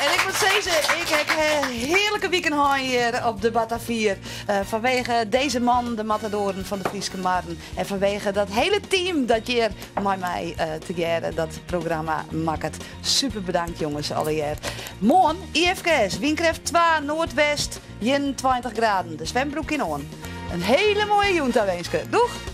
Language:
Western Frisian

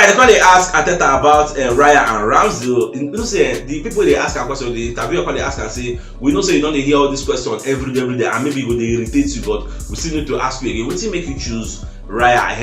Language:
Nigerian Pidgin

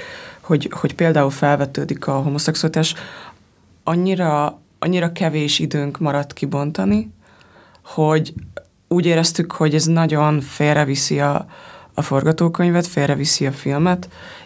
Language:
Hungarian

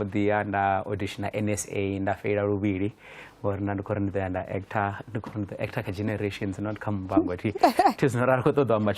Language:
Venda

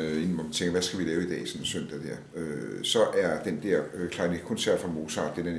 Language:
Danish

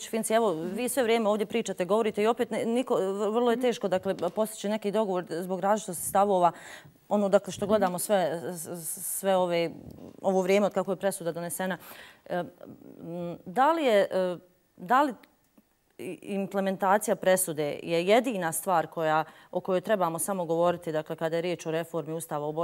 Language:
Bosnian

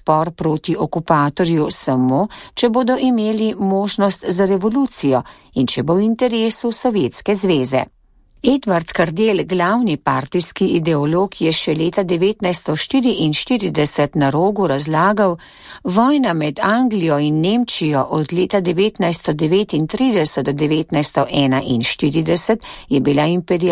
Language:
Slovenian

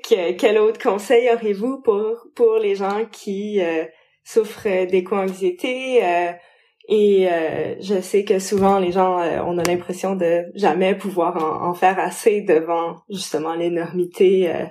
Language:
French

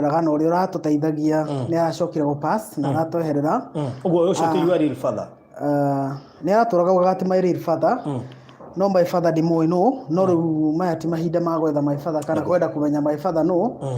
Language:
Kikuyu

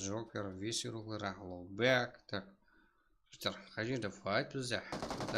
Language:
Kara-Kalpak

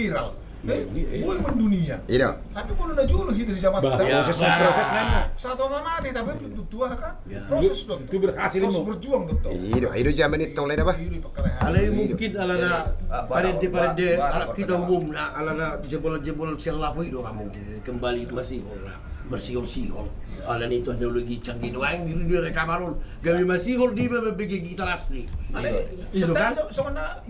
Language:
Batak Toba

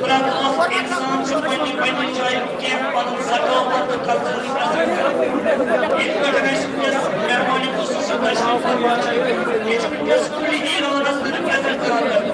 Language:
Kashmiri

